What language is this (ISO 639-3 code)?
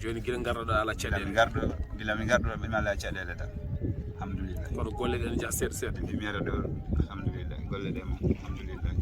ful